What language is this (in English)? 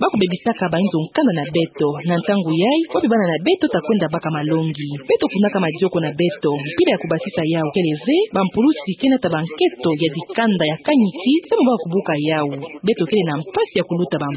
Kituba (Democratic Republic of Congo)